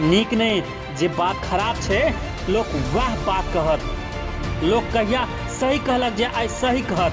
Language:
Maithili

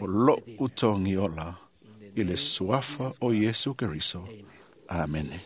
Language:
Samoan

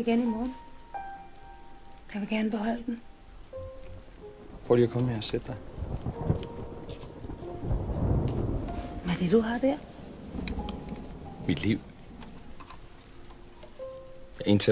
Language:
Danish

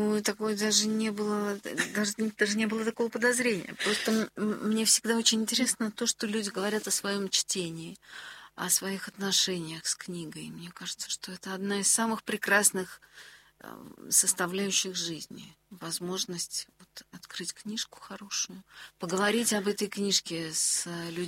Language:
Russian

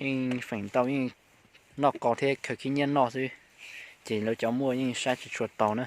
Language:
Hmong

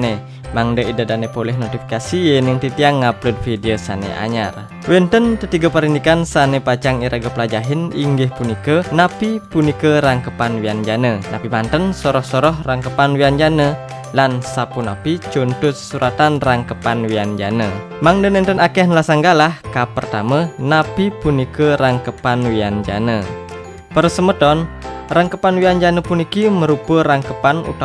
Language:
Balinese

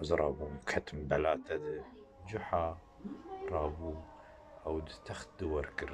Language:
Kurdish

